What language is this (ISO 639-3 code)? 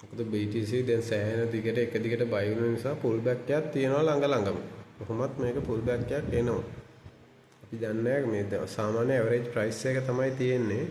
sin